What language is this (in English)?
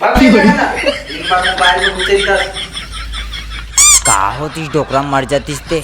Chhattisgarhi